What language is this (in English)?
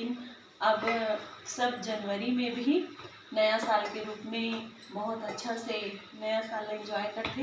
Chhattisgarhi